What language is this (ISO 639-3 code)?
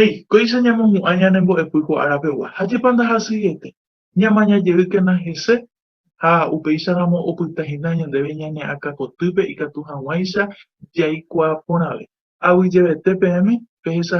grn